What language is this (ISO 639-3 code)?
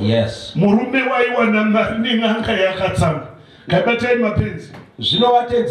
sna